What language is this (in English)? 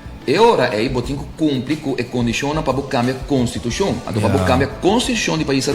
Papiamento